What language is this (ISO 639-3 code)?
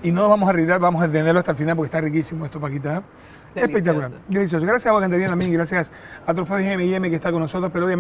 spa